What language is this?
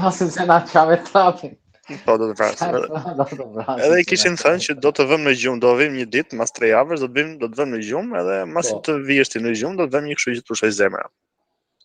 Albanian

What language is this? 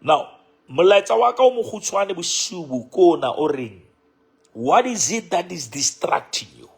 Southern Sotho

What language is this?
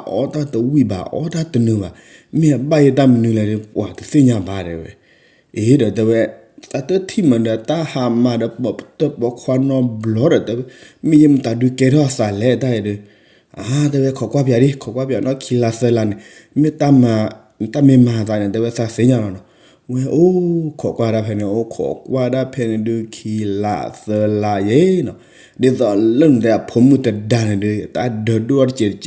S'gaw Karen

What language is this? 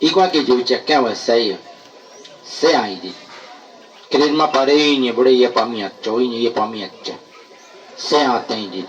Bribri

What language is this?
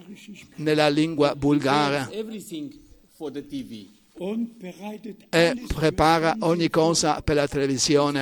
Italian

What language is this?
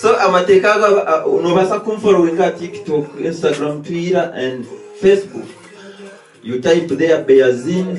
Nyankole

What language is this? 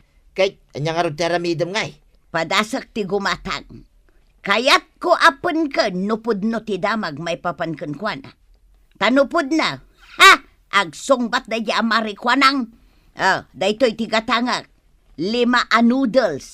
Iloko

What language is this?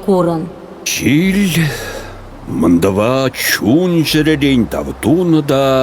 Chuvash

